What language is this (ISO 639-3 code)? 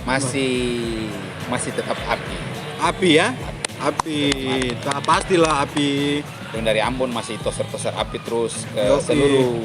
abs